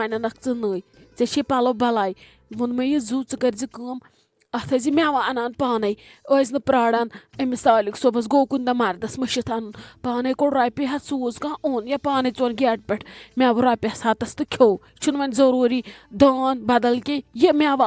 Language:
Kashmiri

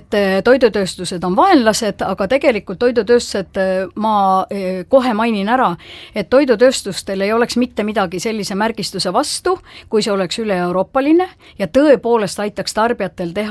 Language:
Estonian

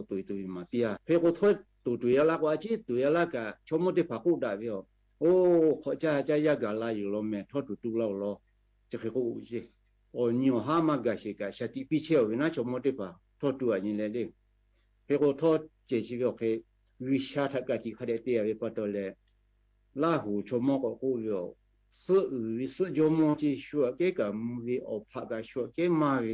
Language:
Lahu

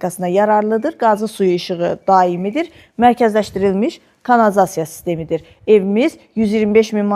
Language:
Azerbaijani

